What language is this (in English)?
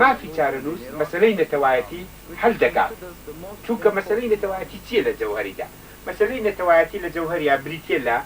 Central Kurdish